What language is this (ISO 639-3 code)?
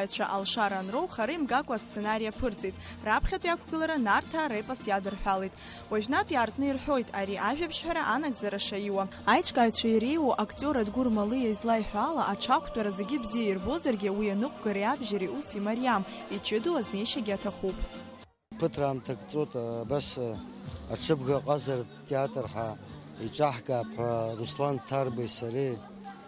abk